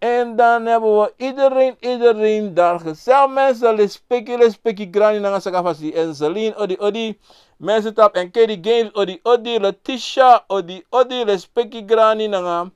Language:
Sranan Tongo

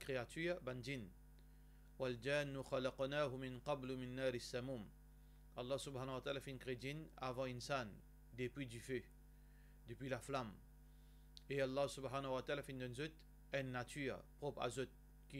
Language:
Morisyen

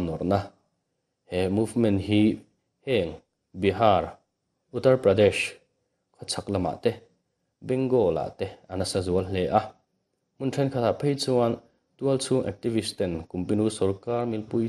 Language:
Mizo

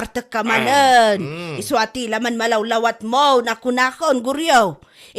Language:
Iloko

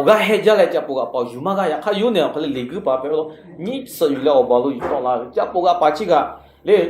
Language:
Lahu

